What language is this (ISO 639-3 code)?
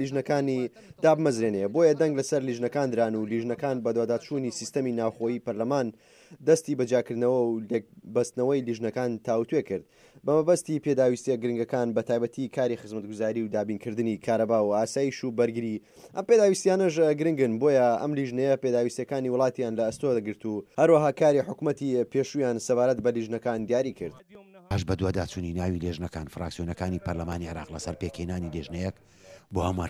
ckb